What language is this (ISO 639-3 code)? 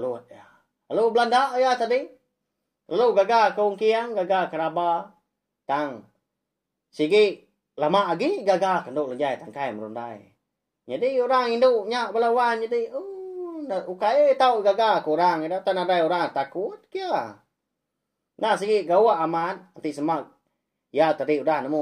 iba